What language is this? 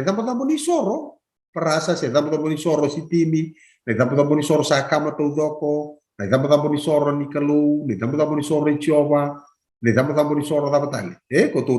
Fijian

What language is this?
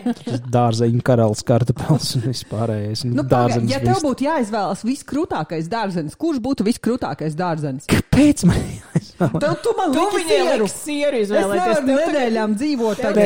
Latvian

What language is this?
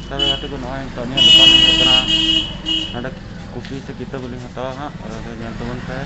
Santali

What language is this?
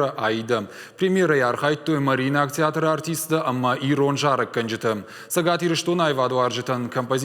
Ossetic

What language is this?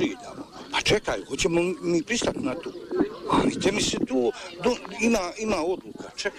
Bosnian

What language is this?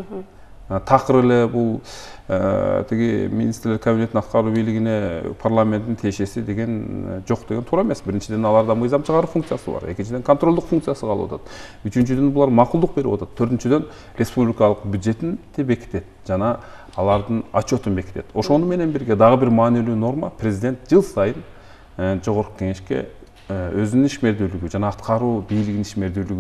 Kyrgyz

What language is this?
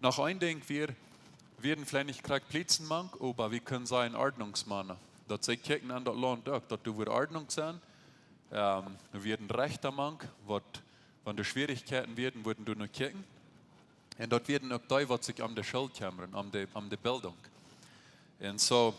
Plautdietsch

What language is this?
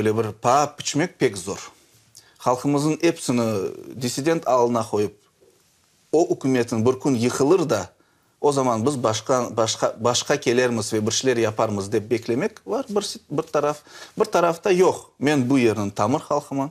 Crimean Tatar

